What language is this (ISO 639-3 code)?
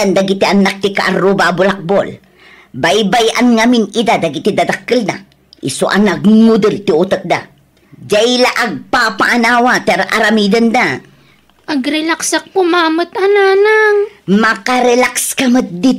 ilo